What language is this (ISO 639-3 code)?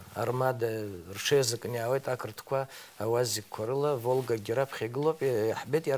abk